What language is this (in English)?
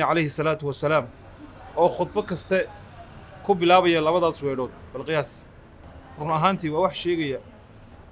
Somali